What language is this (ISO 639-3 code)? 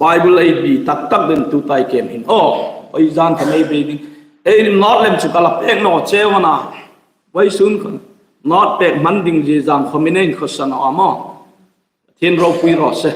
hmr